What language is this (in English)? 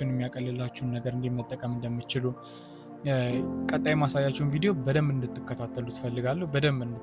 Amharic